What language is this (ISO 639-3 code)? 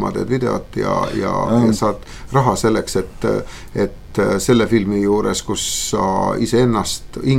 est